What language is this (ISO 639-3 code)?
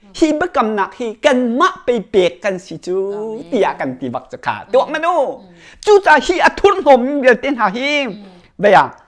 cnh